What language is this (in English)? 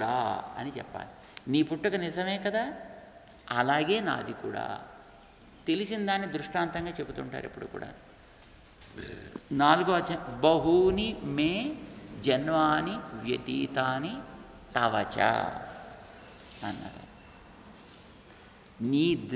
Telugu